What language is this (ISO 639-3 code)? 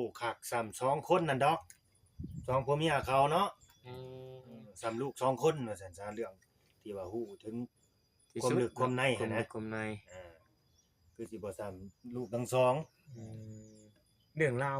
tts